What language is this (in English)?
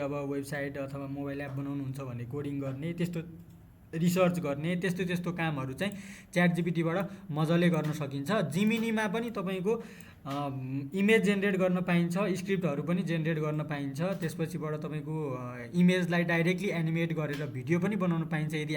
Nepali